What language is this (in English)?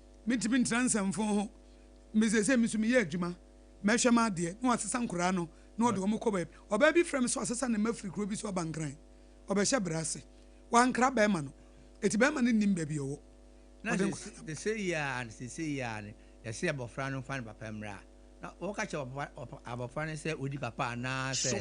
Akan